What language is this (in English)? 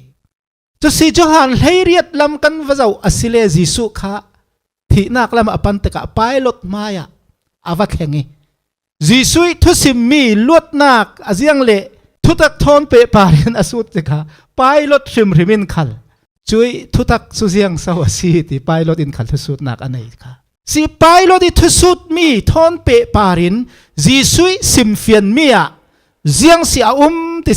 Falam Chin